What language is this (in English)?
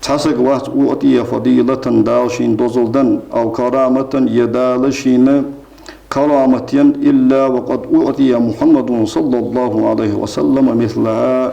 Ingush